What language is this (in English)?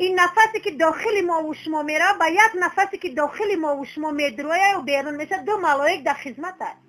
Tajik